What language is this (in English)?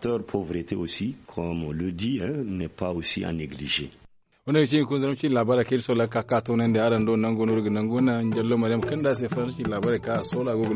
Zarma